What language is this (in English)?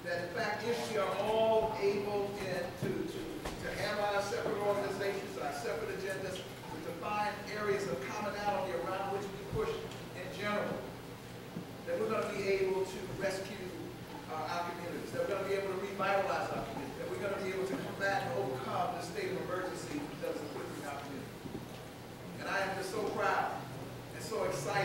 English